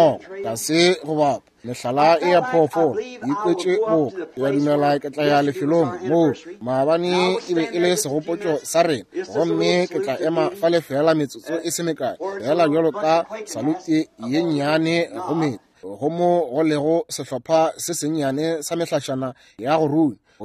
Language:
Northern Sotho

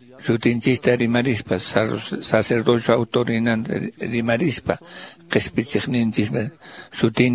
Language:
Quechua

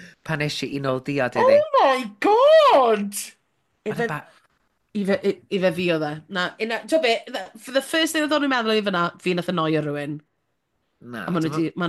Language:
Welsh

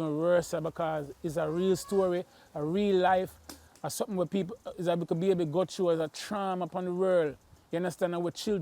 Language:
Jamaican Creole English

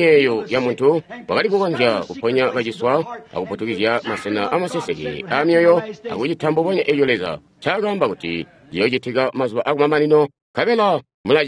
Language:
Tonga (Zambia)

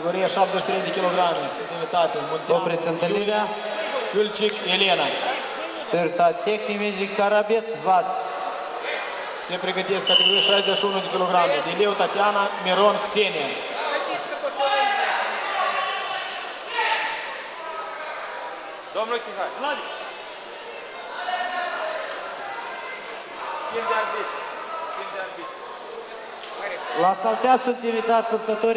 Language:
Romanian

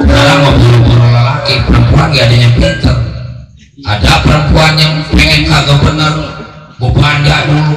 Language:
Betawi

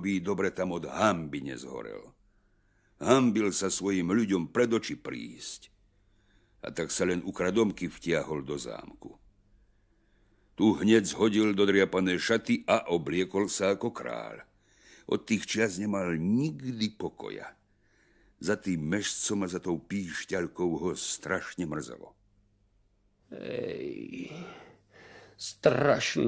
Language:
Slovak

